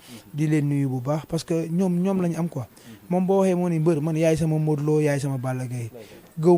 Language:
Wolof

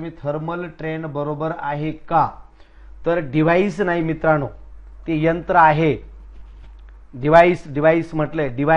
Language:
Marathi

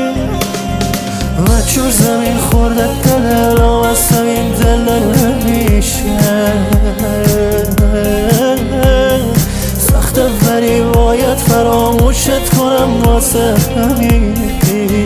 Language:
Persian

